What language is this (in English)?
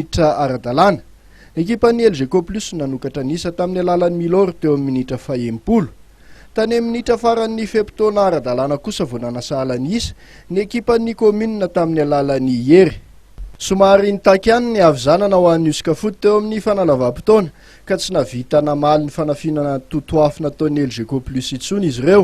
Malagasy